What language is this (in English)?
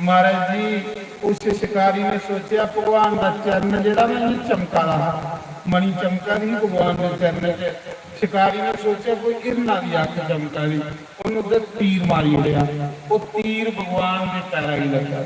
Dogri